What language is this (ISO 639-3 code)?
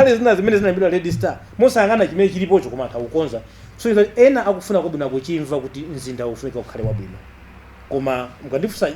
nya